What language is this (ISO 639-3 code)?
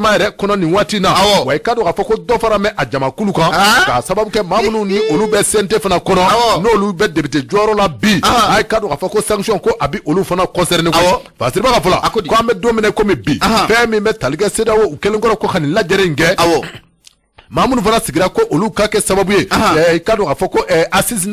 bam